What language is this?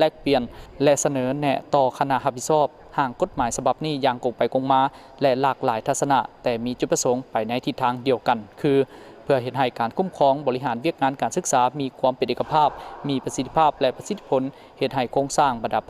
Lao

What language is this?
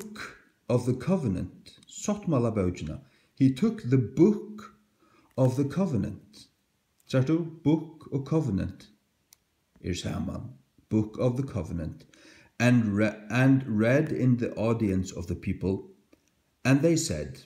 Faroese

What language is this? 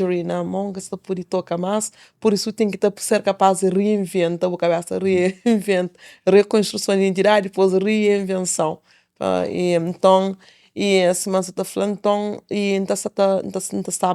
Kabuverdianu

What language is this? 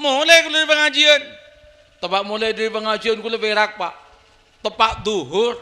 Madurese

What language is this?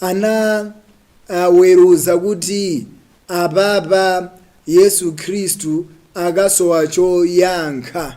Nyanja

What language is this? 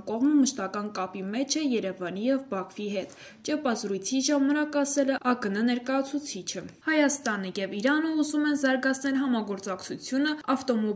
Armenian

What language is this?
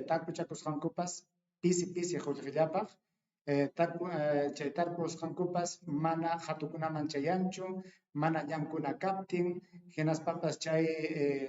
Ayacucho Quechua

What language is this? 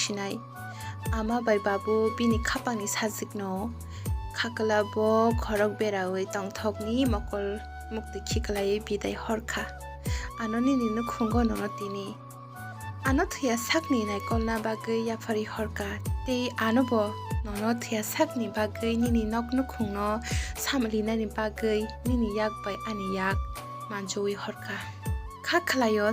Kok Borok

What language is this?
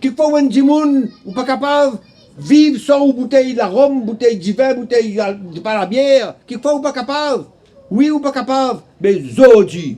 Morisyen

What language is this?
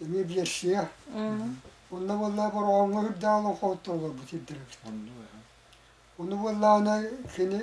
Yakut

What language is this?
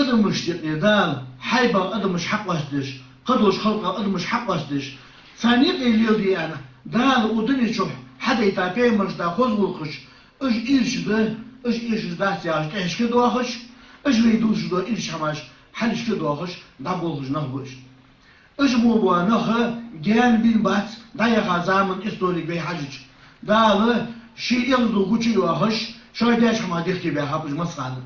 Ingush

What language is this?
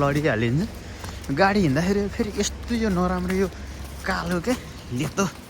Nepali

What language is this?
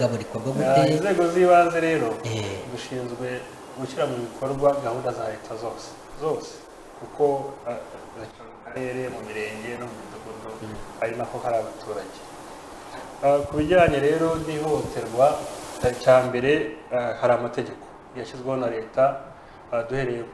Kinyarwanda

